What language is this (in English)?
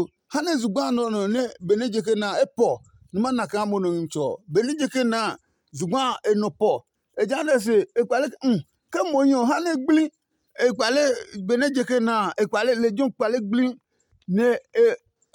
Adangme